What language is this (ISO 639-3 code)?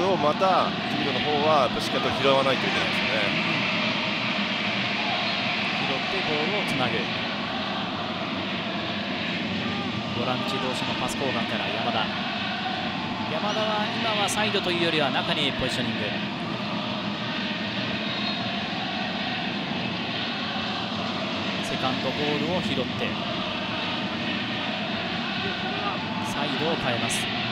jpn